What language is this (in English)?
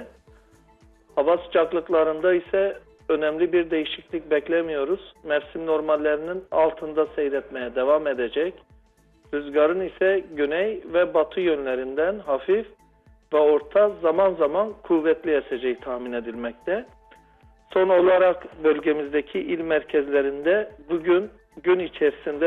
Turkish